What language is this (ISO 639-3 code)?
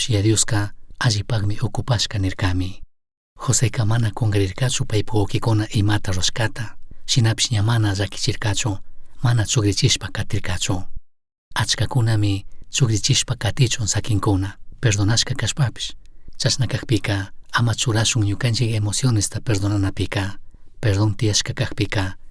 qug